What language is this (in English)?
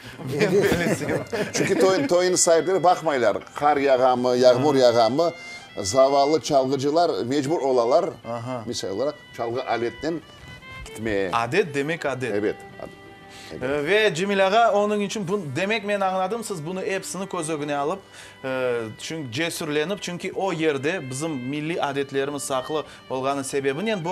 Crimean Tatar